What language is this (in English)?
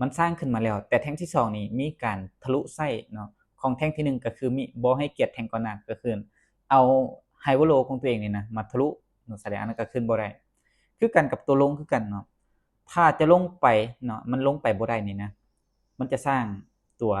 Lao